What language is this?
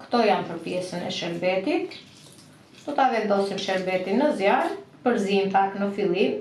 Albanian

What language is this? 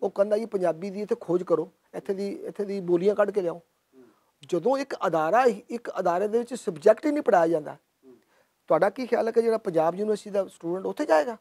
Western Panjabi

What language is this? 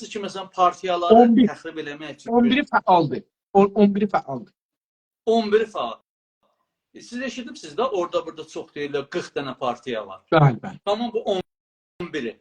South Azerbaijani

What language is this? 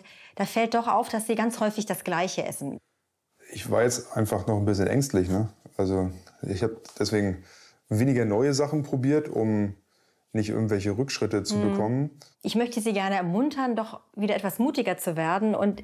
German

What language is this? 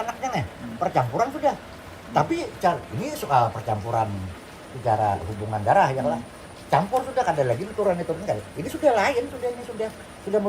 Banjar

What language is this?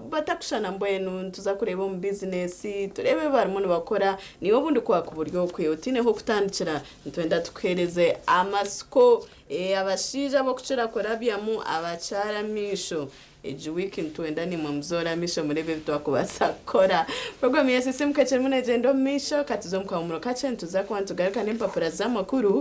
Nyankole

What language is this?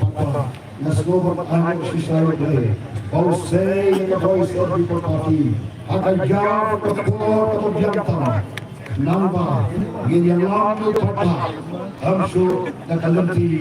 Khasi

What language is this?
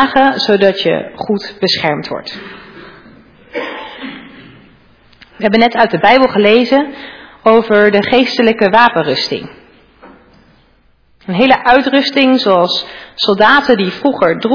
Dutch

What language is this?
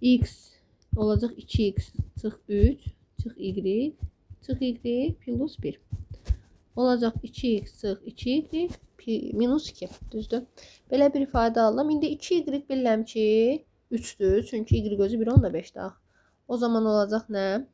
Azerbaijani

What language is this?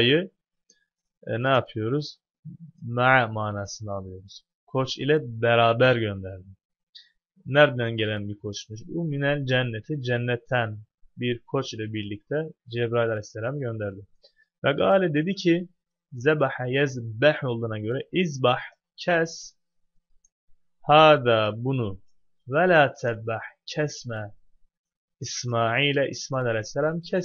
Turkish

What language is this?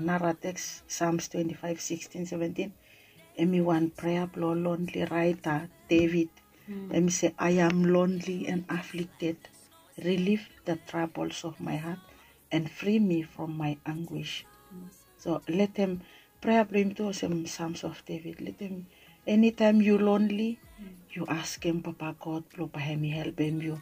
Bislama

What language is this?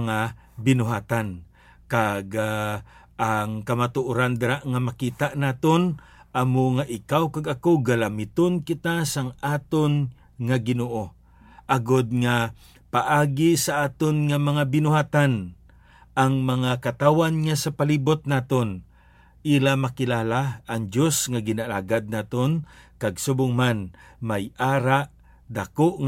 Hiligaynon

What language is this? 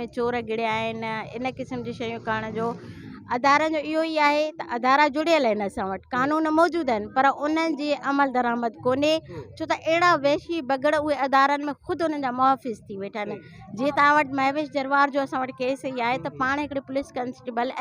Sindhi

